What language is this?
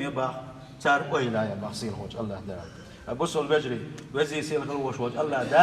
Chechen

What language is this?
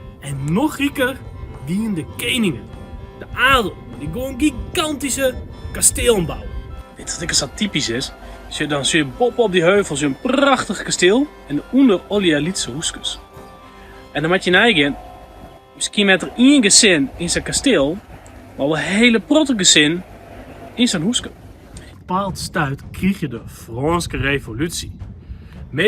Western Frisian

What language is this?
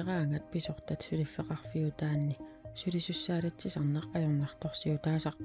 Kalaallisut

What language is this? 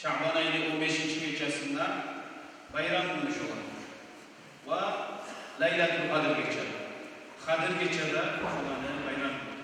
Kumyk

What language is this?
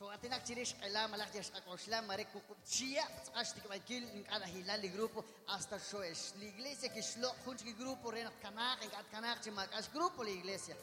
Kekchí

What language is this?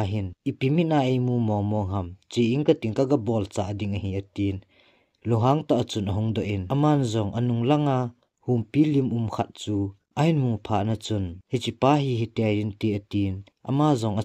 Thado Chin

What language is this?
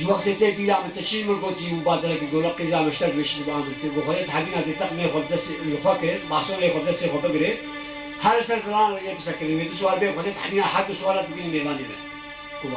Kurdish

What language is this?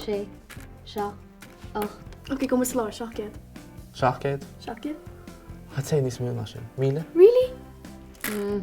Irish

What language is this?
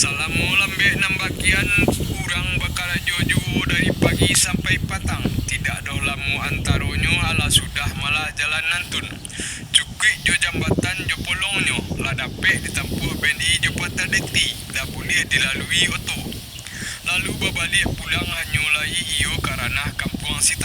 Minangkabau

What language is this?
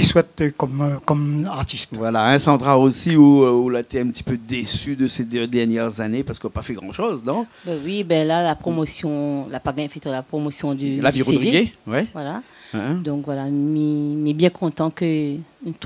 Réunion Creole French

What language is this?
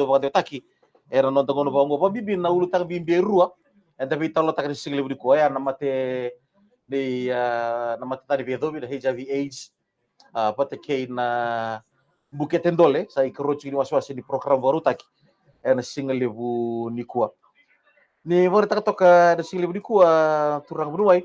Fijian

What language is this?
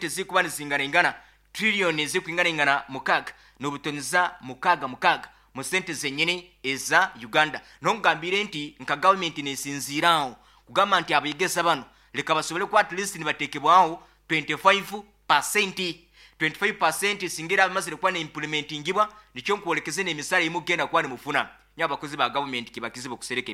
Nyoro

